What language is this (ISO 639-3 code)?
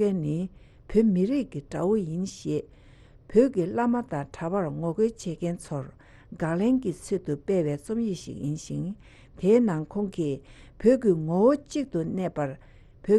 bod